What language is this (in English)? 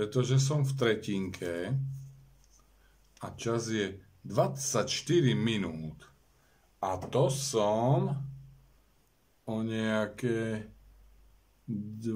Slovak